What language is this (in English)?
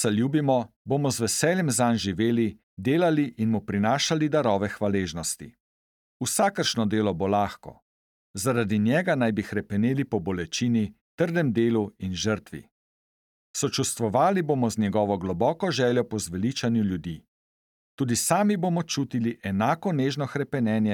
Slovenian